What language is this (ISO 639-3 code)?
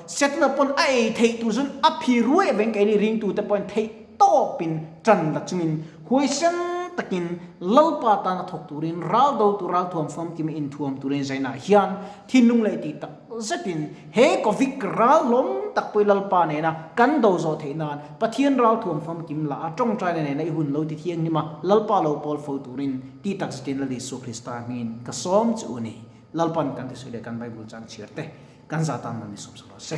lus